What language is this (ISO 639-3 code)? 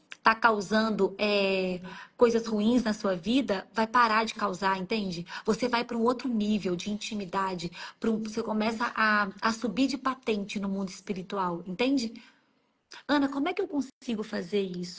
por